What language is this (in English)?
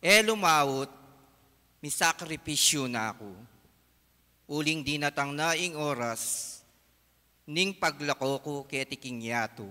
Pampanga